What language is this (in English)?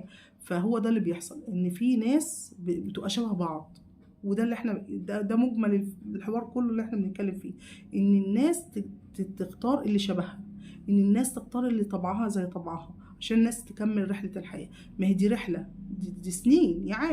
Egyptian Arabic